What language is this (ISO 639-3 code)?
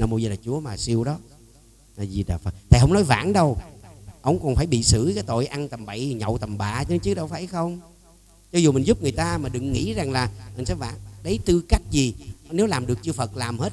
vie